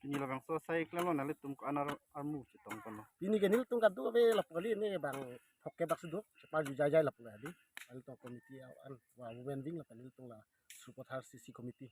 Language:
Karbi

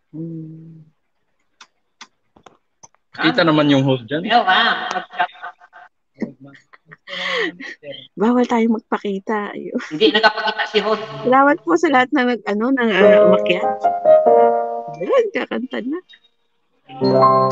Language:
Filipino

